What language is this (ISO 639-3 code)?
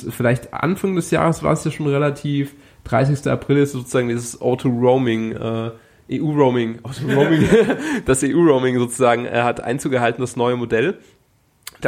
deu